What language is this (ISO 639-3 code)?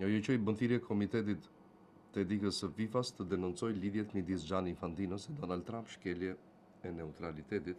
sqi